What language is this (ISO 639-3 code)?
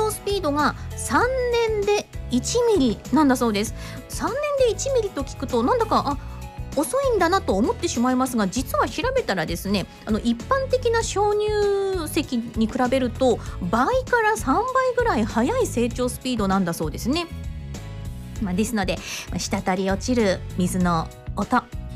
jpn